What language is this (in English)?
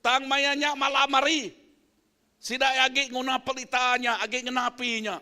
Iban